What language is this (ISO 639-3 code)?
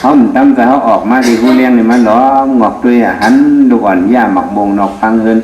shn